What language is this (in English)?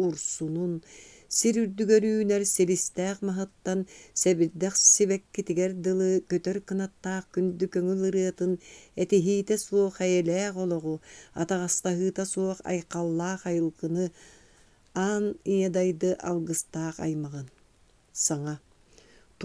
Yakut